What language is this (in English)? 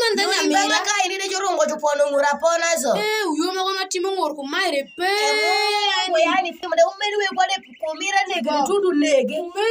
Alur